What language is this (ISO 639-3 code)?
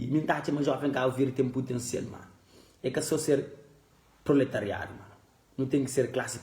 kea